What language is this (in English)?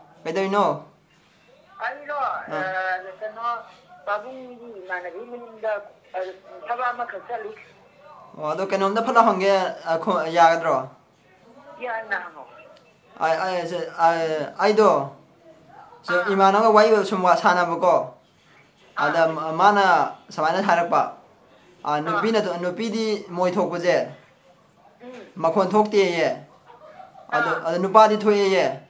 Manipuri